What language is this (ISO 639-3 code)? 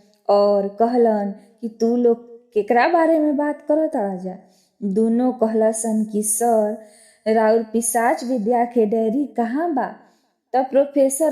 bho